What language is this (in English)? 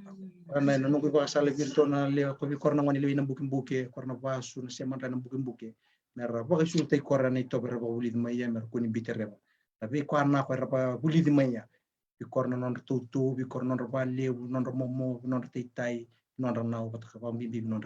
Fijian